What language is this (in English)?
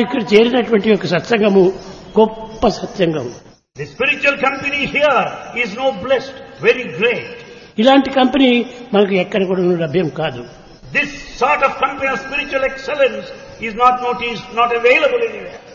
Telugu